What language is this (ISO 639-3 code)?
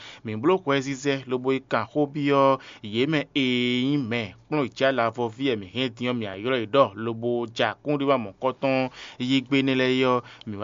fon